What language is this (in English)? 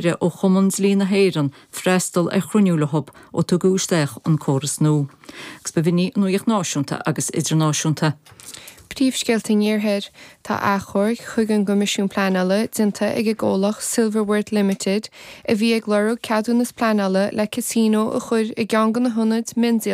Irish